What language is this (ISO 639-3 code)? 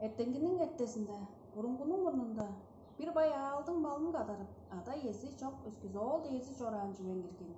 tyv